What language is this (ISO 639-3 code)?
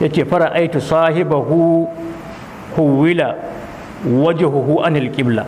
hau